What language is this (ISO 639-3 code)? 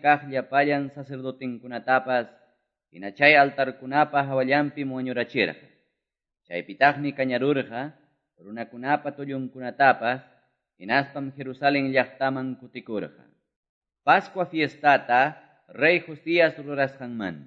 que